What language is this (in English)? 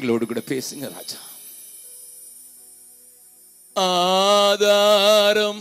Tamil